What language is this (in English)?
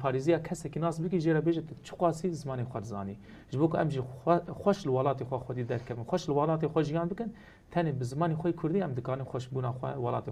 Kurdish